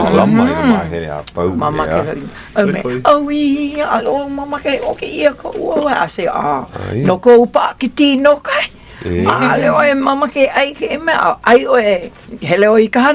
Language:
Hawaiian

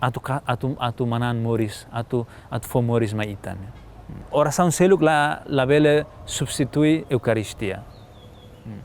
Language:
Tetum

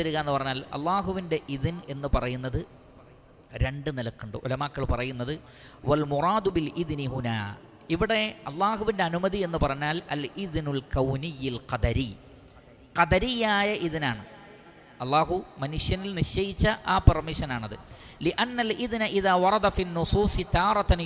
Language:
Malayalam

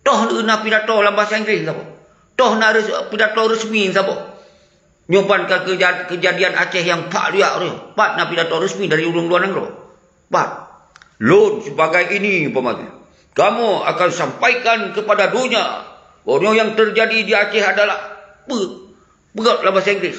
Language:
Achinese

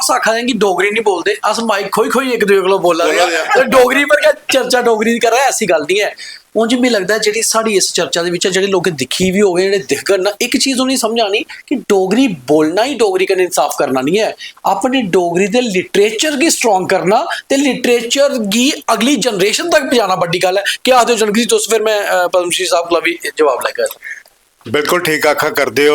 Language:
Dogri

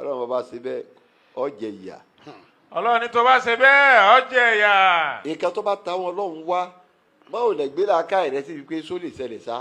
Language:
Yoruba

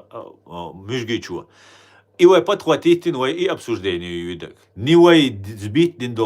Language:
Chechen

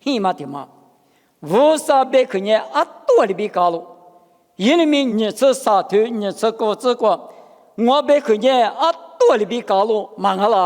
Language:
Lisu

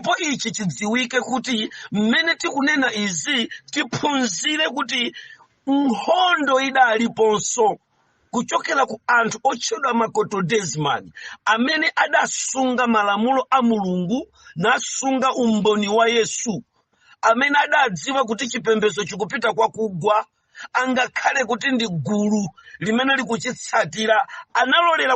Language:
Nyanja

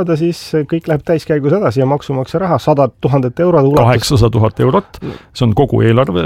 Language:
Estonian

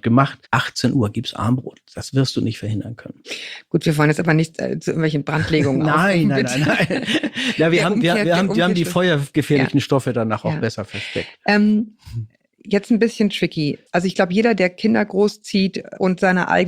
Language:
German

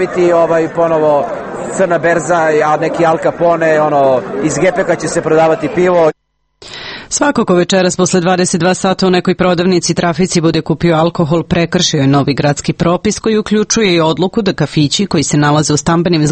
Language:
Serbian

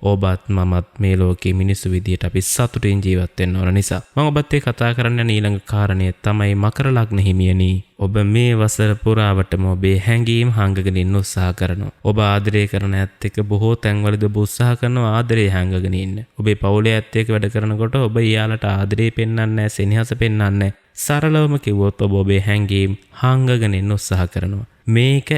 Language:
Sinhala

